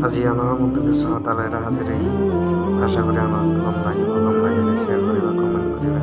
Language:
Rohingya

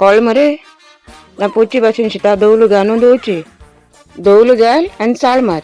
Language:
Konkani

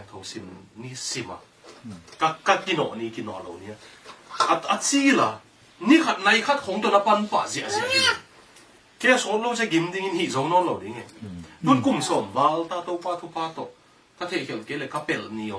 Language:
Tedim Chin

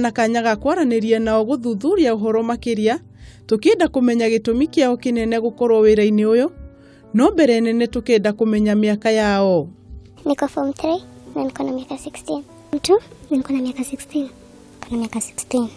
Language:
Kikuyu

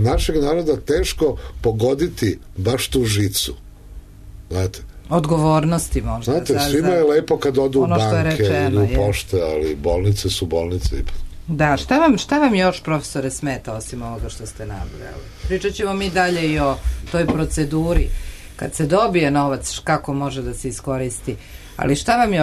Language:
Serbian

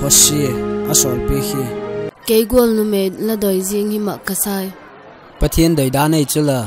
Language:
Vaiphei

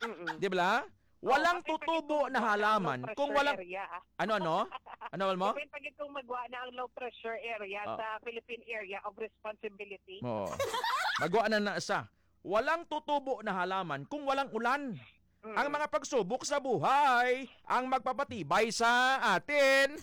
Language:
Hiligaynon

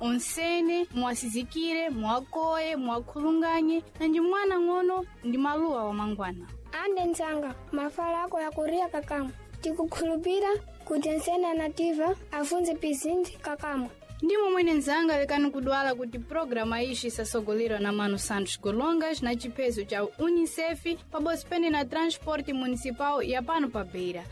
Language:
Sena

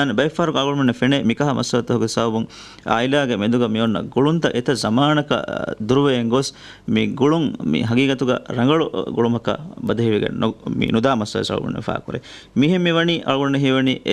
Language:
Divehi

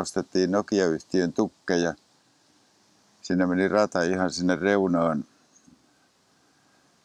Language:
Finnish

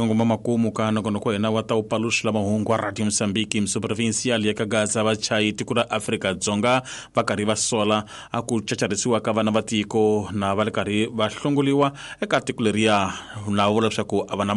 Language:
Tsonga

